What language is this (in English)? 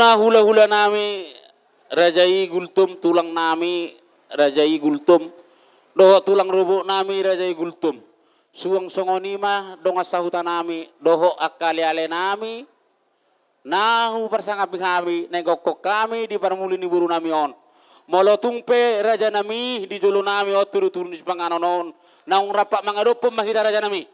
Batak Toba